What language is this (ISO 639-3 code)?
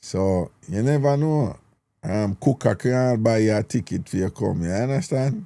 jam